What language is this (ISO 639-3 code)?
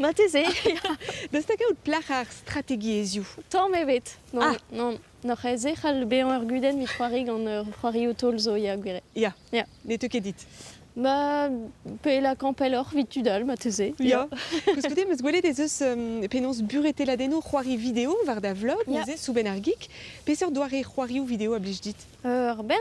bre